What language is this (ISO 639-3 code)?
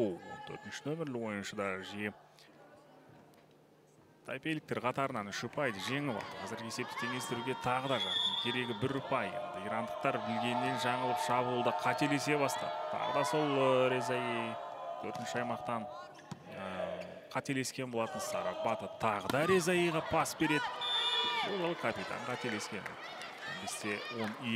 kaz